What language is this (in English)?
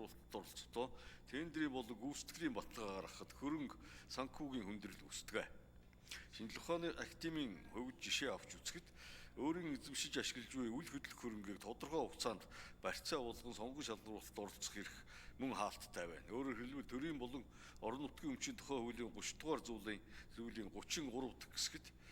Mongolian